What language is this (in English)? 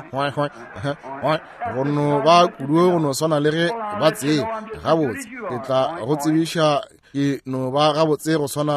Northern Sotho